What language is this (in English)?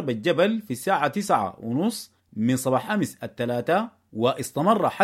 Sudanese Arabic